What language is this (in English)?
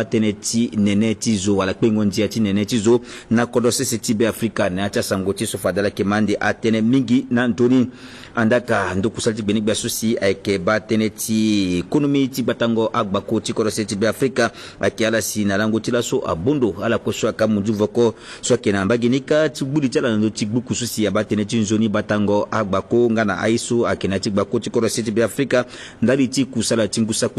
Sango